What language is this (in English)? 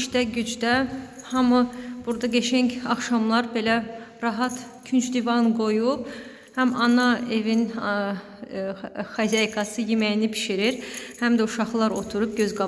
Azerbaijani